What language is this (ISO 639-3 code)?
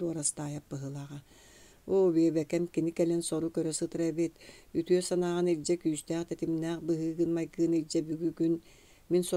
sah